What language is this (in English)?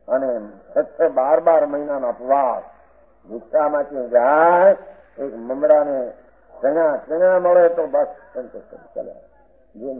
Gujarati